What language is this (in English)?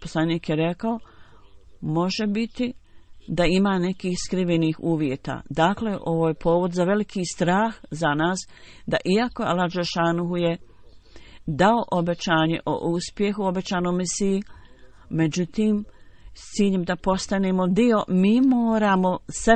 Bosnian